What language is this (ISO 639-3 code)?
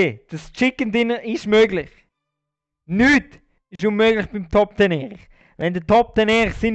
gsw